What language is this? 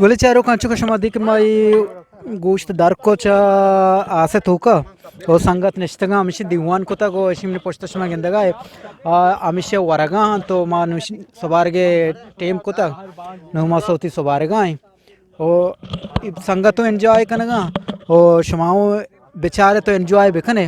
Eastern Balochi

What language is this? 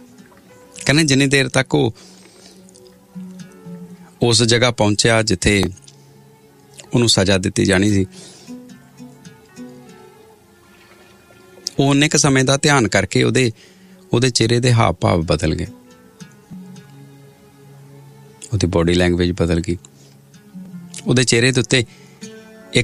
Punjabi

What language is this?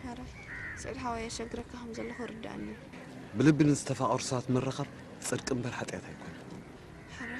Tigrinya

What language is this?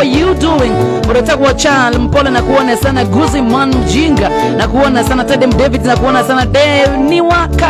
Kikuyu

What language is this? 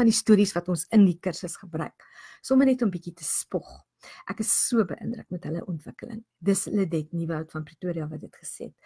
Afrikaans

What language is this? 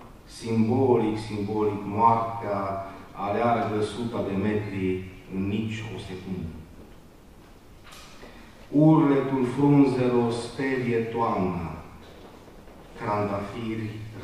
Romanian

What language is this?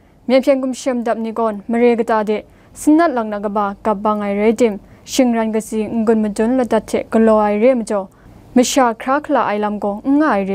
Kachin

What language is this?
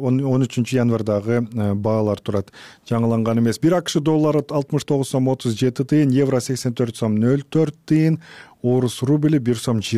Kyrgyz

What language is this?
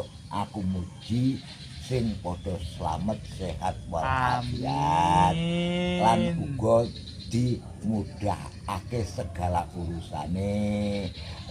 Javanese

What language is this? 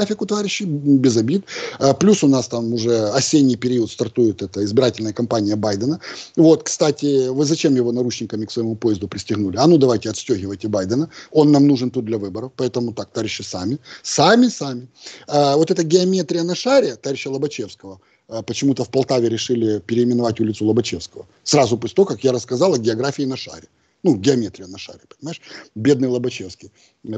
Russian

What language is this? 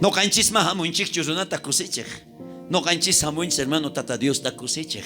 South Bolivian Quechua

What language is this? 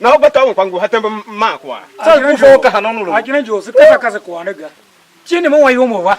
Tiv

